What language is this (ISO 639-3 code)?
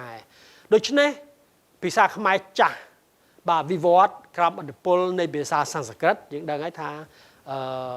khm